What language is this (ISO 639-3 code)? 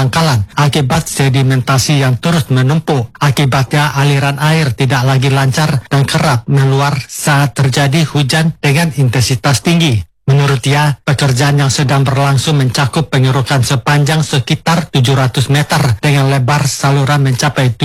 ind